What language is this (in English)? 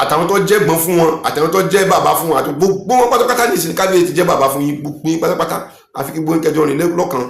Yoruba